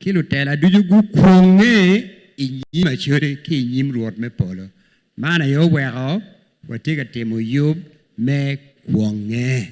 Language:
Acoli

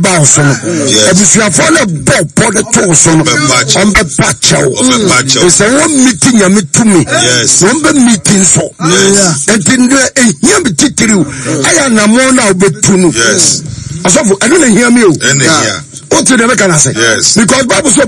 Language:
Akan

